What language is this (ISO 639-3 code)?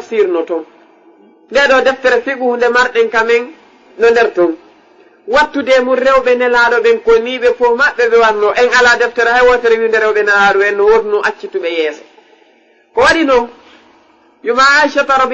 ful